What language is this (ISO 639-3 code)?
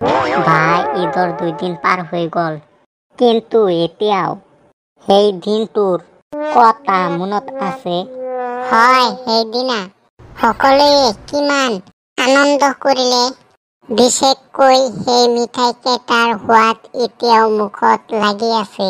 asm